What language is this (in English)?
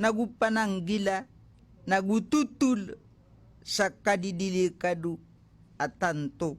Maranao